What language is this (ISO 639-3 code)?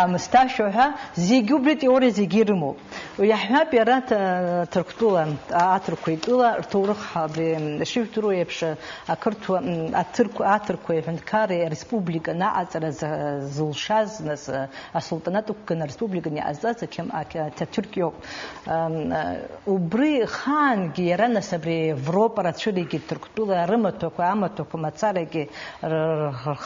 abk